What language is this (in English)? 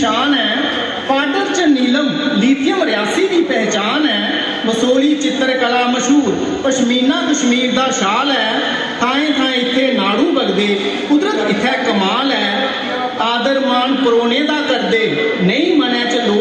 Dogri